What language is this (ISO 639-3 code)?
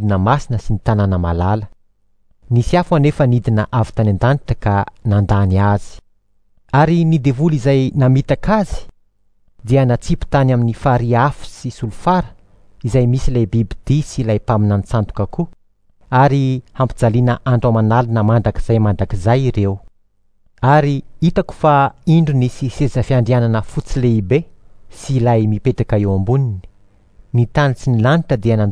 mlg